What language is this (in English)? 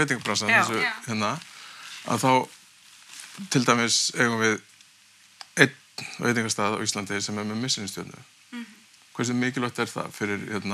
Icelandic